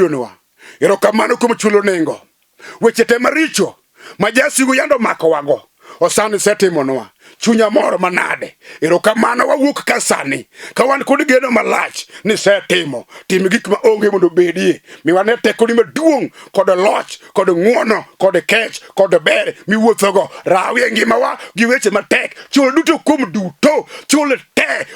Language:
Luo (Kenya and Tanzania)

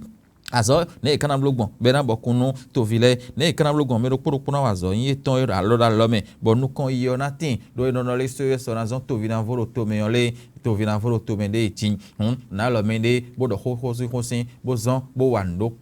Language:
Fon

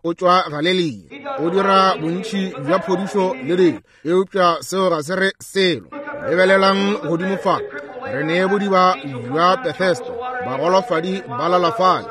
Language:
Northern Sotho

